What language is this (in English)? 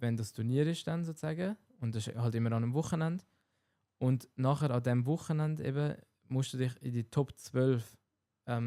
Swiss German